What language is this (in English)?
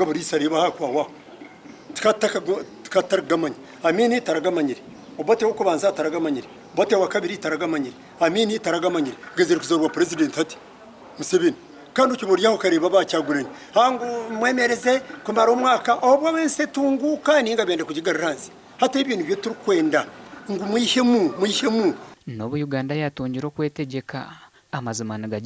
Nyankole